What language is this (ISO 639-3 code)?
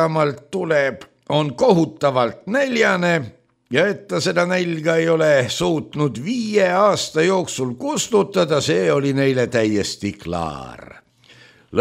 est